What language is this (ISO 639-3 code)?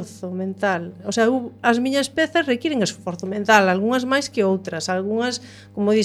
glg